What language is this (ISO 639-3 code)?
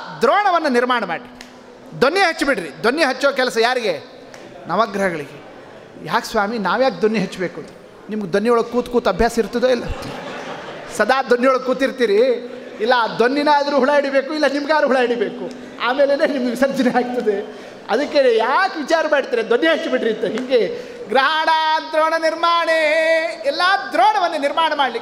kan